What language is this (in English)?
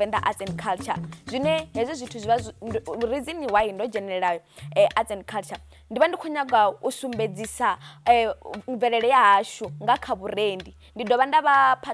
Venda